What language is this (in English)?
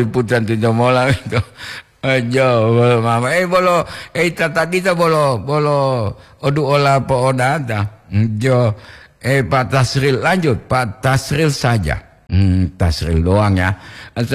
Gorontalo